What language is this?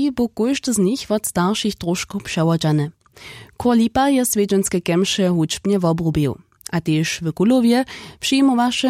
Upper Sorbian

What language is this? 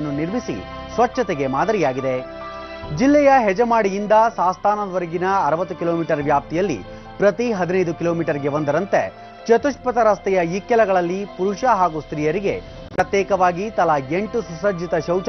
Kannada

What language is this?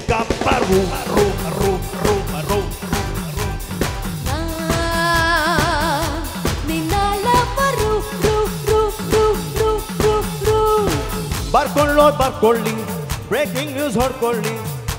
Kannada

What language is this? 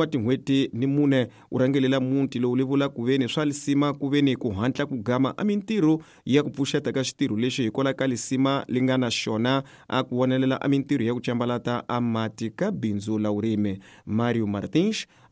Tsonga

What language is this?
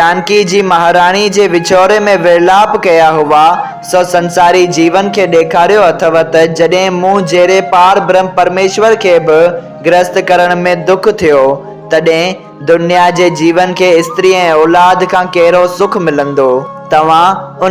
Sindhi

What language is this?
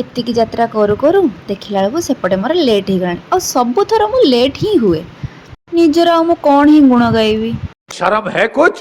Odia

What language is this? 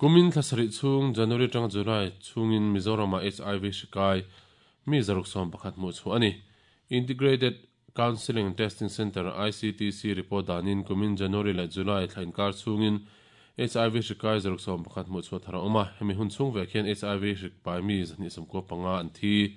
Mizo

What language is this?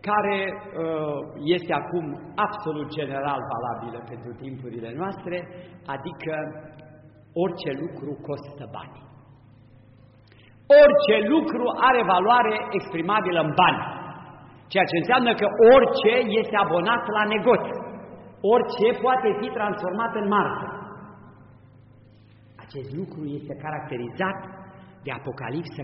Romanian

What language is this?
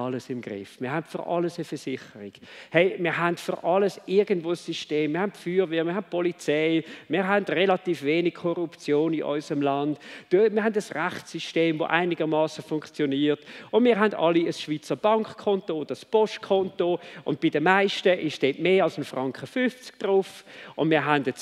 Swiss German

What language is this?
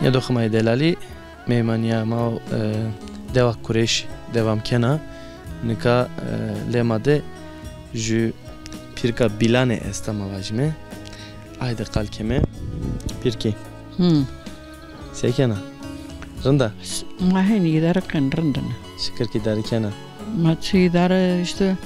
Zaza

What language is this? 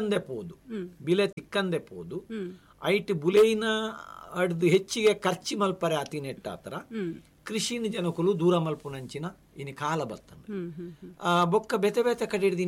Tulu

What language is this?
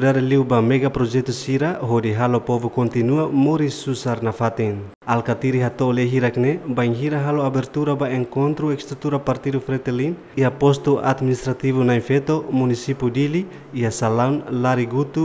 Tetum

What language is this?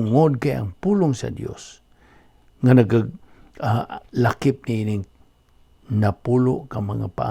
Cebuano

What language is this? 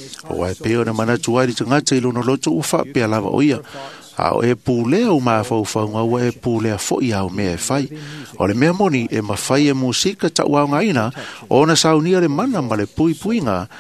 Samoan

